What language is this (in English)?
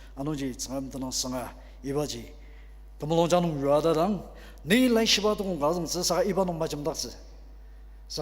Ao Naga